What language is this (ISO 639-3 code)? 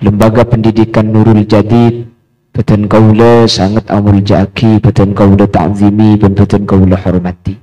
mad